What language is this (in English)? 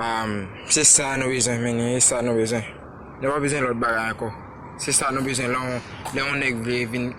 Haitian Creole